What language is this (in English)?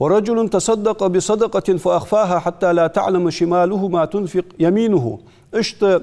Ingush